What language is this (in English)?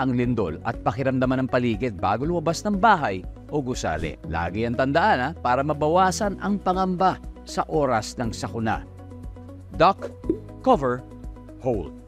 Filipino